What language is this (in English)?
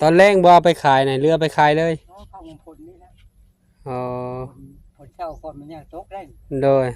Northeastern Thai